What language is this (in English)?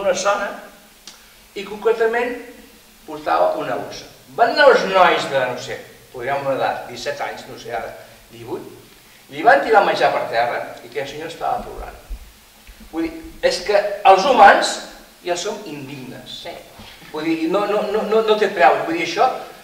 Catalan